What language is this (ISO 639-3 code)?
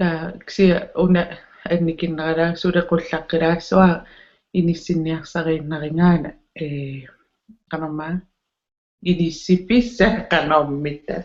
kal